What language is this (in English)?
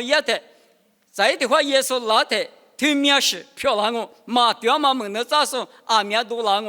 Lisu